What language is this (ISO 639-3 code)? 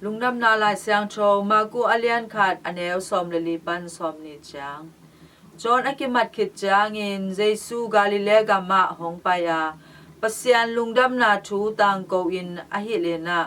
ctd